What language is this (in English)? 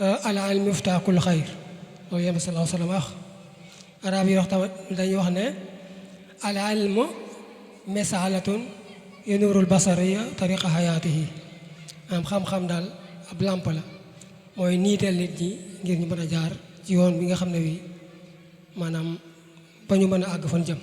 Wolof